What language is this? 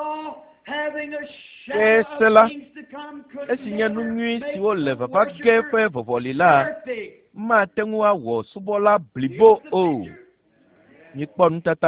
Ewe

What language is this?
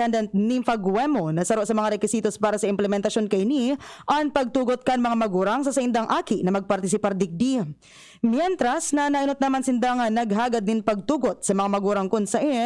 Bikol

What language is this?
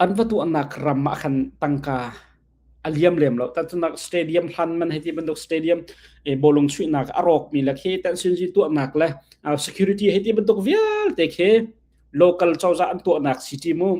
Hakha Chin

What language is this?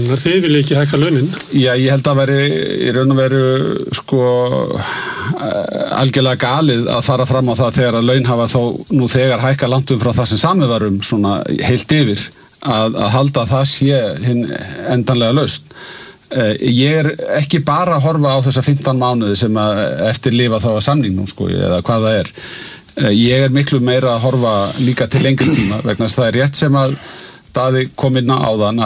Icelandic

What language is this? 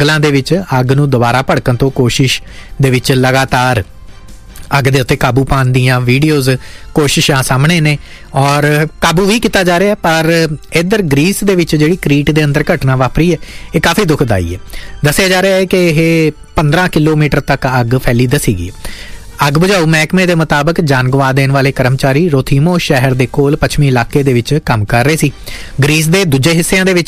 Punjabi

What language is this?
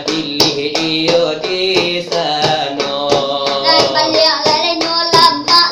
Minangkabau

